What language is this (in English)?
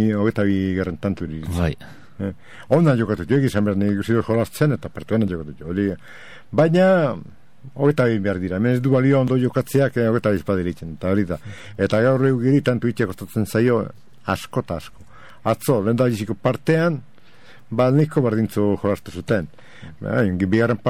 Basque